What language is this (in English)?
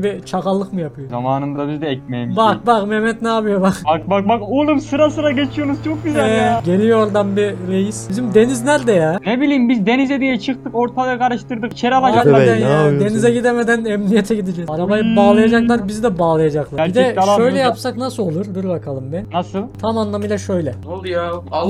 Turkish